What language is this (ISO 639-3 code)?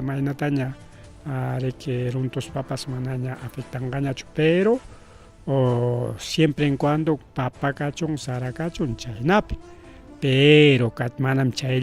quy